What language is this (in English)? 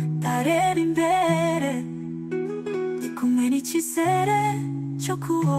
Kinyarwanda